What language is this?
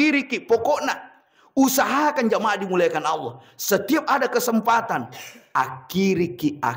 Buginese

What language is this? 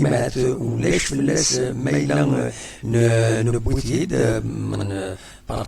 Kabyle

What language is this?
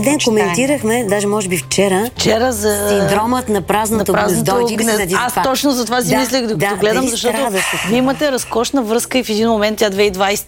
Bulgarian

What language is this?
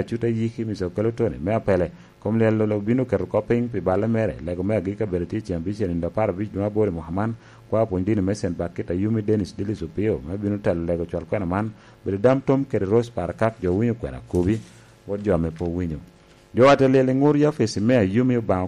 Lango (Uganda)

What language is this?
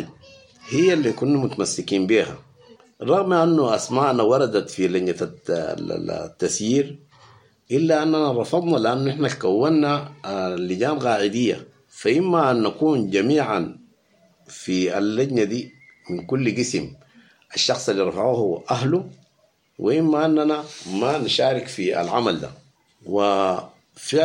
Sudanese Arabic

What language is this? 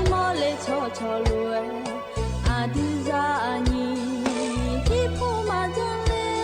Akha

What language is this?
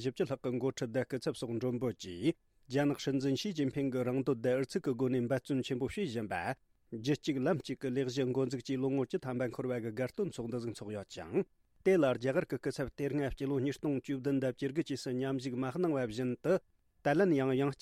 Tibetan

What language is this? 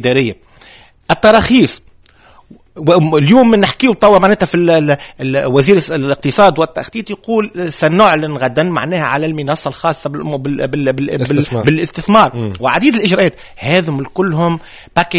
Tunisian Arabic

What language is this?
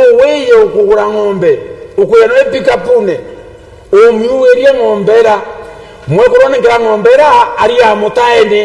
Meru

